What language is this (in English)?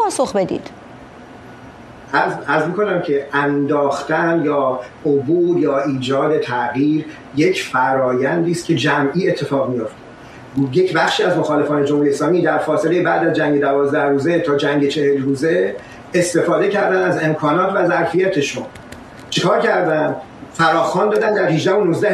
Persian